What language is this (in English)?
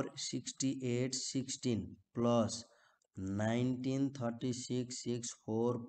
Nepali